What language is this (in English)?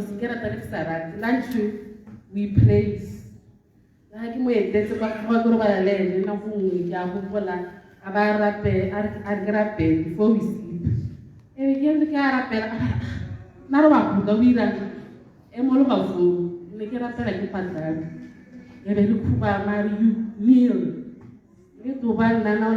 Tswana